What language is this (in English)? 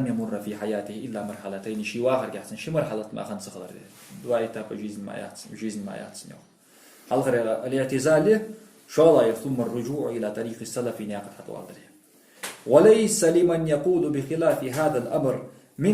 Ingush